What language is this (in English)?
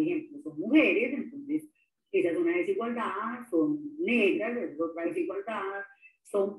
Spanish